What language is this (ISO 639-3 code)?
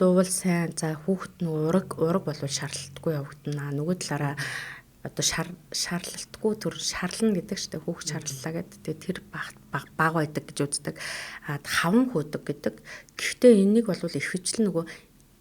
mon